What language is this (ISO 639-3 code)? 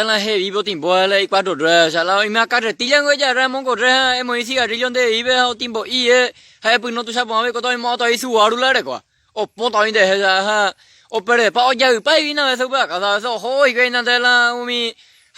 grn